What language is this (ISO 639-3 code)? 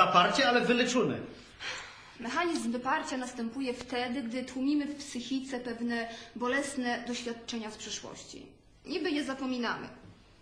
pol